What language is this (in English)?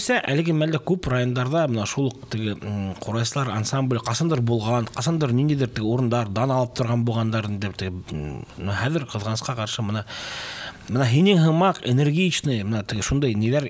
Bashkir